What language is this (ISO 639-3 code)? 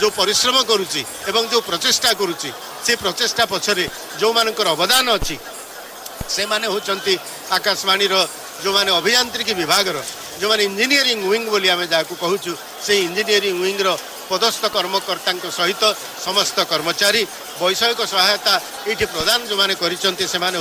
ori